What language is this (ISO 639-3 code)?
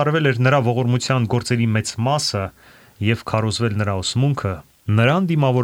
hye